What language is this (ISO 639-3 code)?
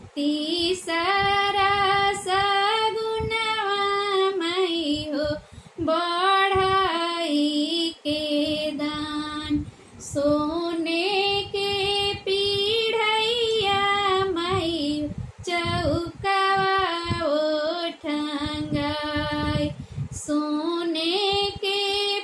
bho